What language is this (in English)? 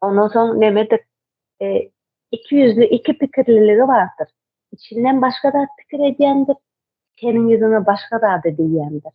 Turkmen